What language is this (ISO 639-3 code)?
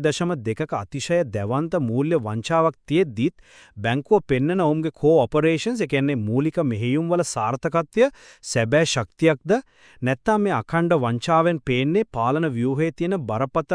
sin